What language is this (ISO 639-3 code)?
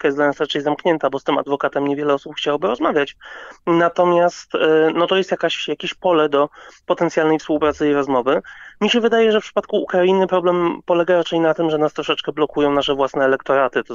pol